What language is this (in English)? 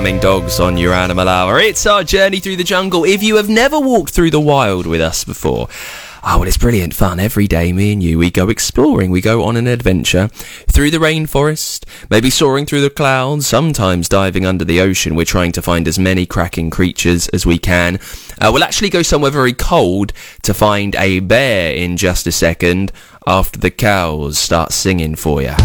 English